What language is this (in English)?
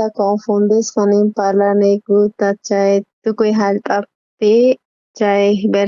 South Bolivian Quechua